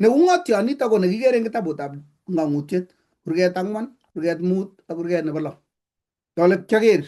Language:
Kalenjin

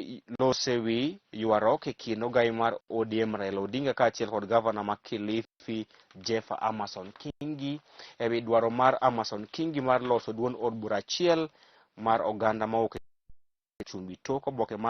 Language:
Luo (Kenya and Tanzania)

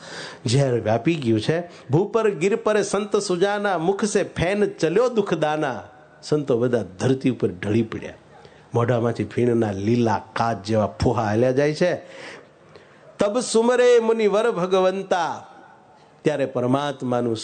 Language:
Gujarati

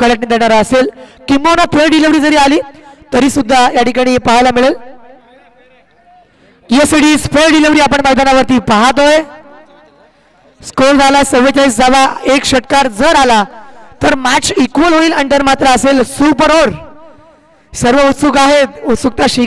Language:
Marathi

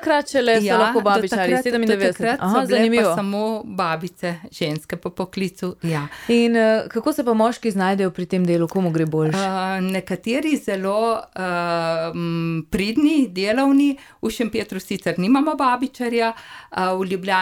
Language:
Slovenian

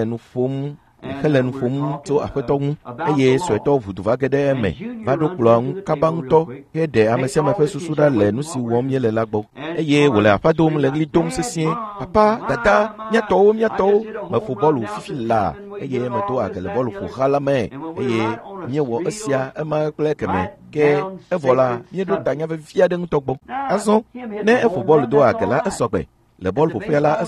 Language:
Ewe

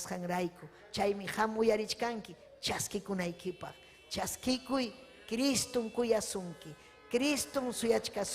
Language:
Ayacucho Quechua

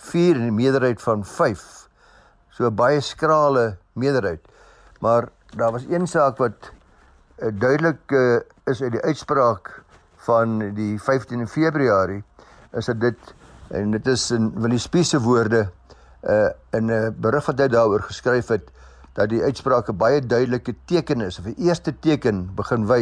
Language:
Afrikaans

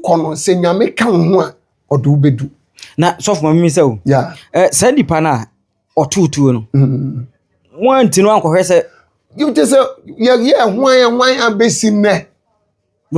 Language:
Akan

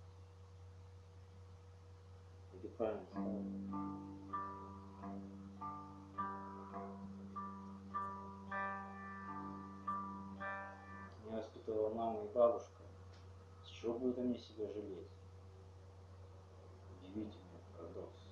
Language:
Russian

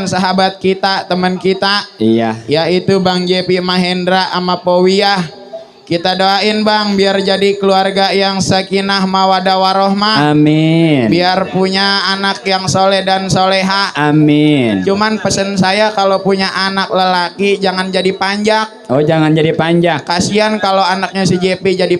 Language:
Betawi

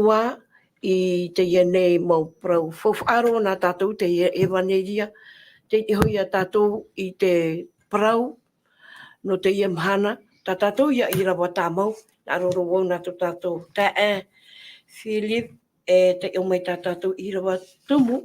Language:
Tahitian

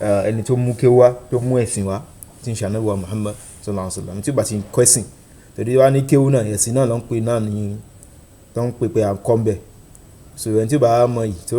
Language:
Yoruba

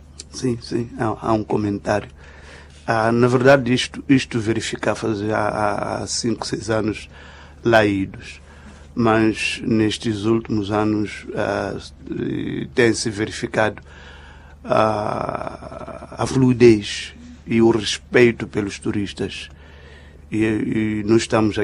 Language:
Portuguese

